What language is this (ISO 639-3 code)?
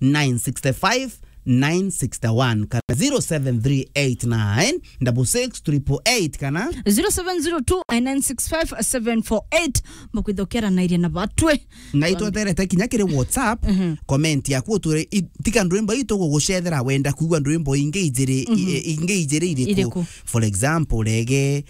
mer